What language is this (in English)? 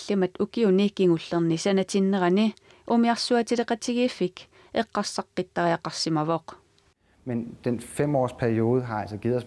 Kalaallisut